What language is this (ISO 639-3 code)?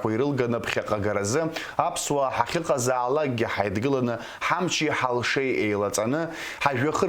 abk